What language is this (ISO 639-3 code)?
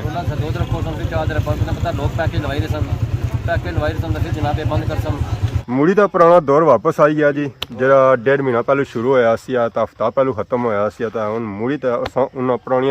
phr